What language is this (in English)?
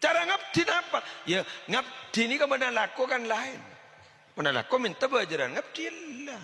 Madurese